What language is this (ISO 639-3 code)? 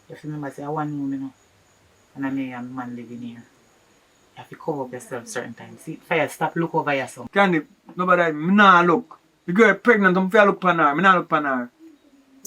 jam